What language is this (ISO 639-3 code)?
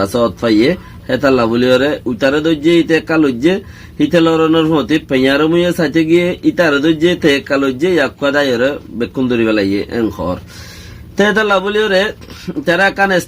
rhg